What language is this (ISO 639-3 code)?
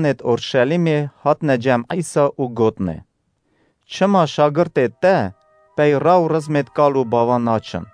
kur